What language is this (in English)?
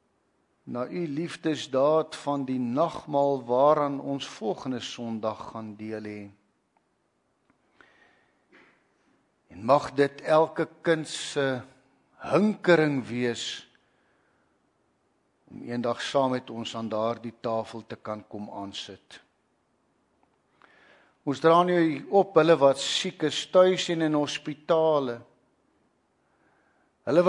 Afrikaans